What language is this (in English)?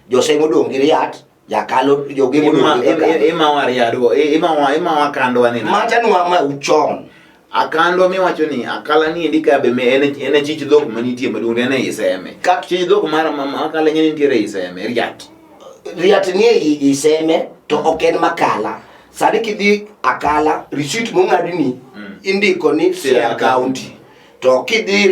Luo (Kenya and Tanzania)